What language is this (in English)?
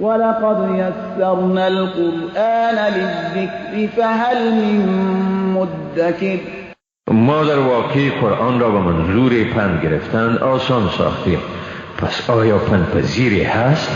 Persian